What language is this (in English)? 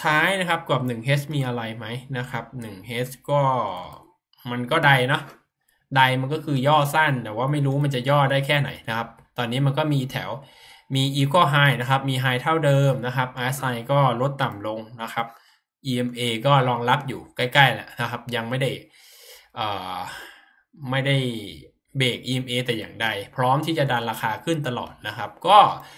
Thai